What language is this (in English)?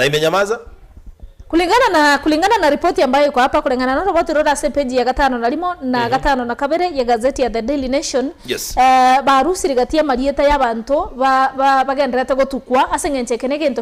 Gusii